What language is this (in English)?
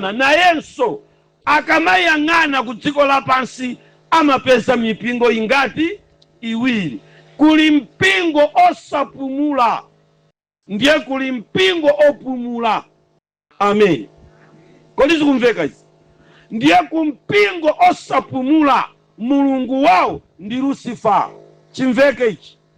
Nyanja